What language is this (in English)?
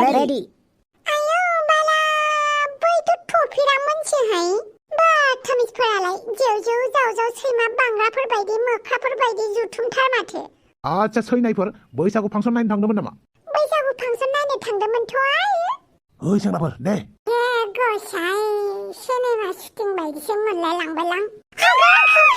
Bodo